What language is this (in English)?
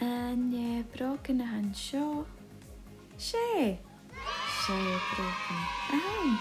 Scottish Gaelic